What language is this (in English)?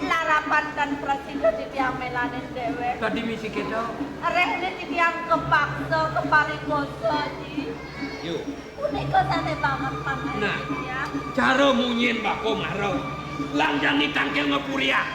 Balinese